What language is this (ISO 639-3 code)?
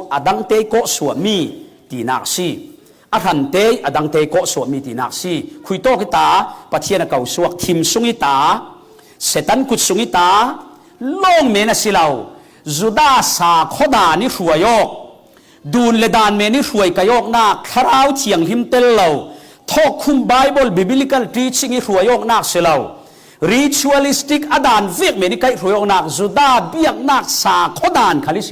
cfm